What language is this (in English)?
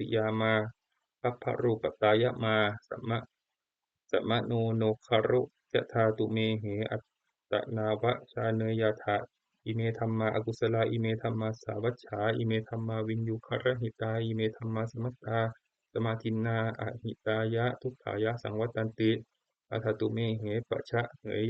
Pali